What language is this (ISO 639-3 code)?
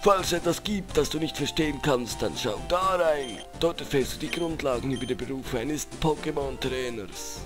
gsw